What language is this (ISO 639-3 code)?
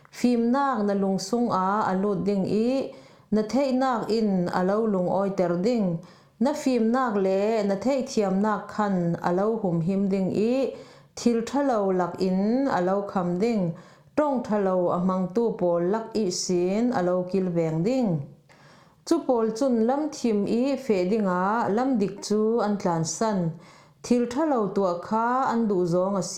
cfm